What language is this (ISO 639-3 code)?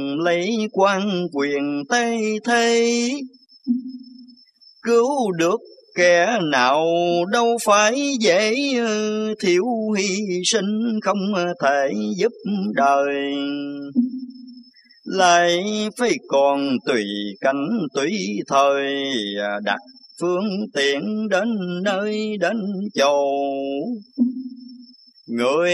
vie